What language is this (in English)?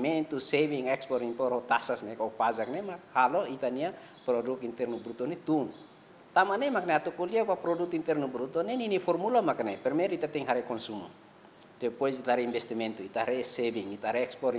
Tetum